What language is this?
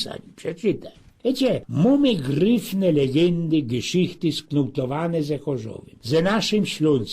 Silesian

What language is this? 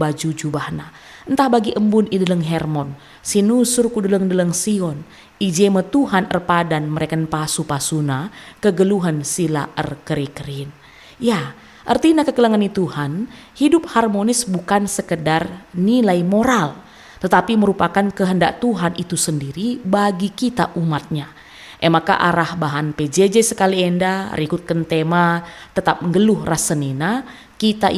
Batak Karo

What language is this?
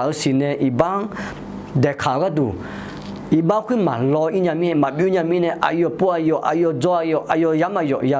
Akha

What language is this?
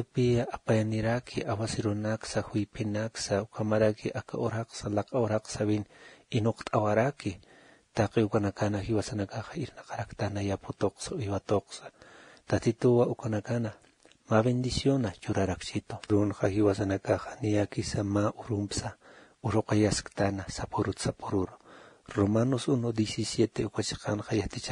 Aymara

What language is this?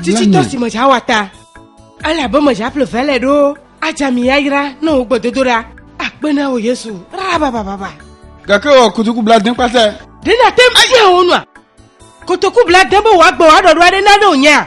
Ewe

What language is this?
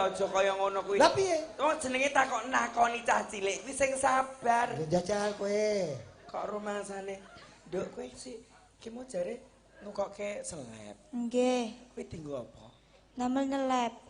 Javanese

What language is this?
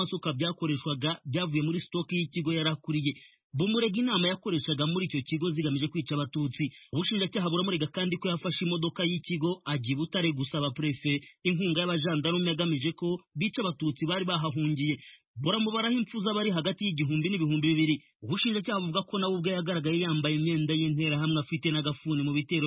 Kinyarwanda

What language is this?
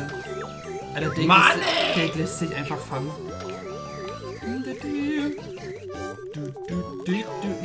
German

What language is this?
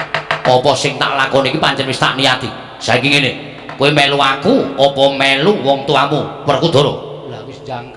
Javanese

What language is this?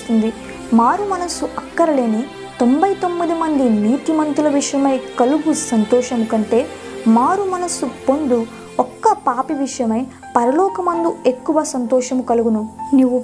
Telugu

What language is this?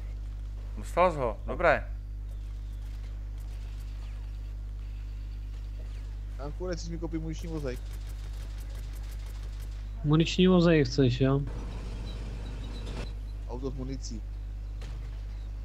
Czech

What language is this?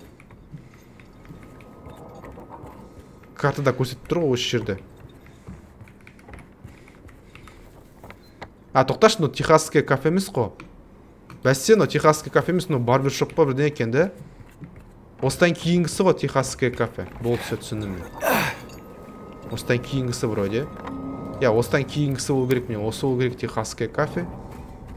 Kazakh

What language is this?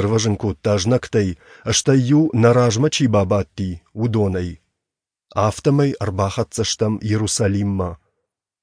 Ossetic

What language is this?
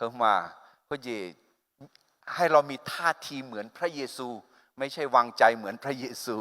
Akha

